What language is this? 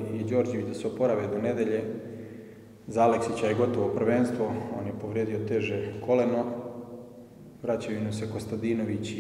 Serbian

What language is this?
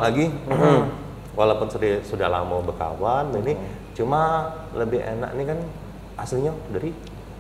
Musi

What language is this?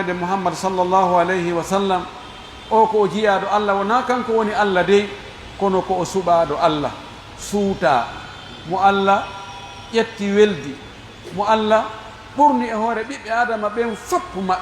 Pular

